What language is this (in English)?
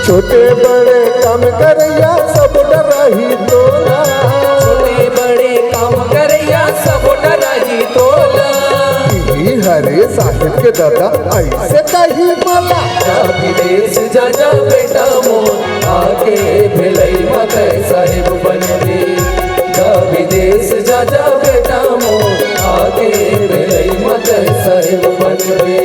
Chhattisgarhi